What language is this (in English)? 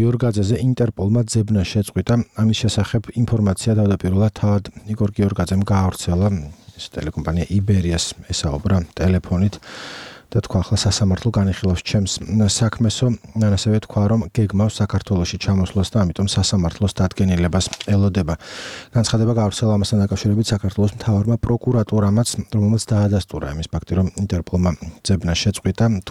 Georgian